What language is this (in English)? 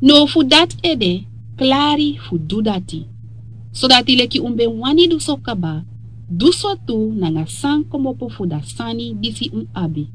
Sranan Tongo